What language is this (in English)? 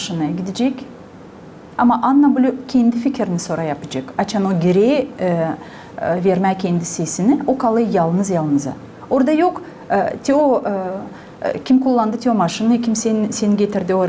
Gagauz